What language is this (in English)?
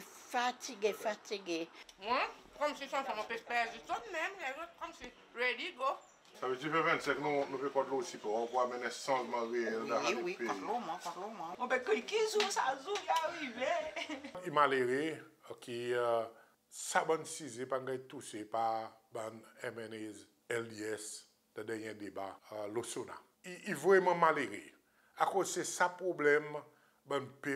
Seselwa Creole French